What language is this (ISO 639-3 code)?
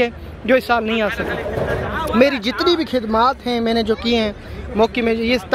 hin